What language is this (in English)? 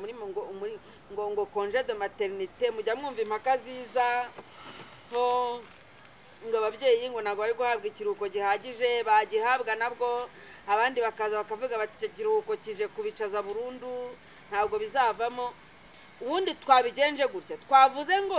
Kinyarwanda